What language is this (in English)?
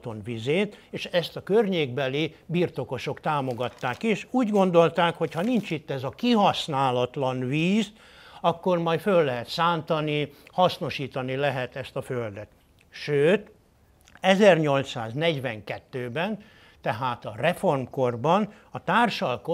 Hungarian